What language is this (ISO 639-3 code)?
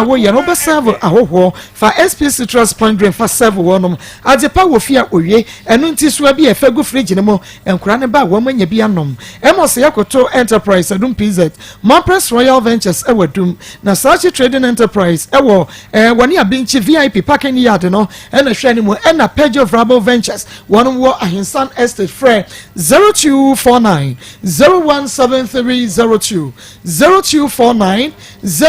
aka